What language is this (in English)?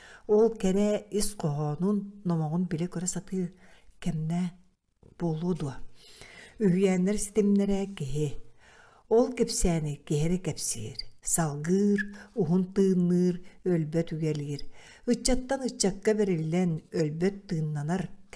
Yakut